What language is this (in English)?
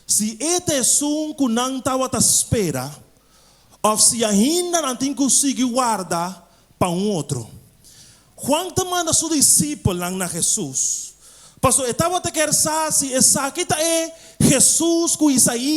Papiamento